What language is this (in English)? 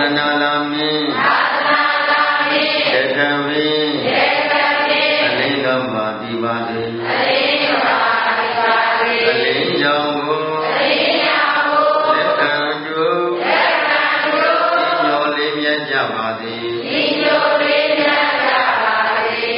Burmese